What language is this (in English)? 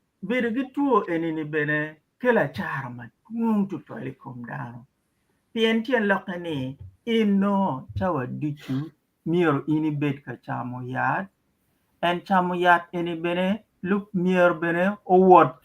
Acoli